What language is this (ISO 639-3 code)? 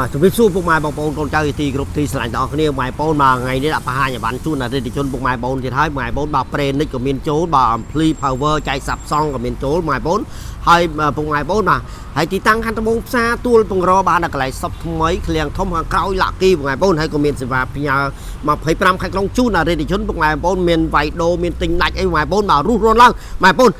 khm